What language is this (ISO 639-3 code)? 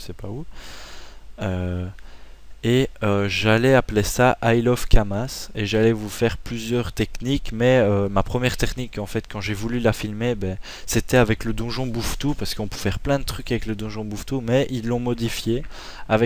fra